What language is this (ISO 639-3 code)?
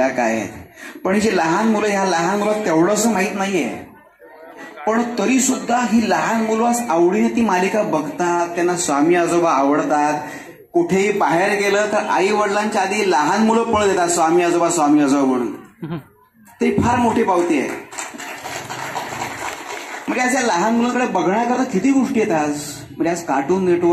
mar